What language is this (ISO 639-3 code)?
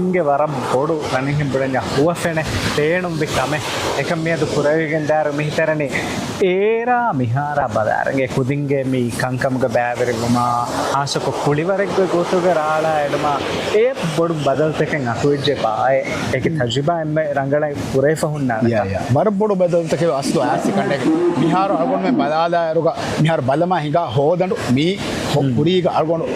div